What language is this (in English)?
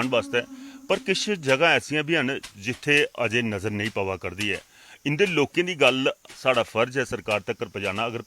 Dogri